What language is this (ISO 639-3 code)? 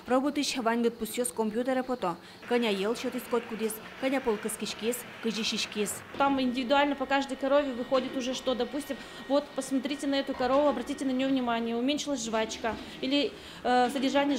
udm